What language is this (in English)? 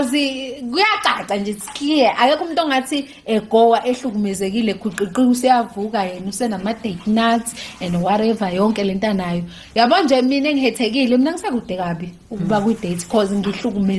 Zulu